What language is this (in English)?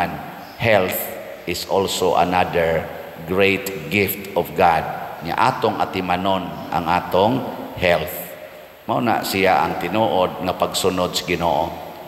Cebuano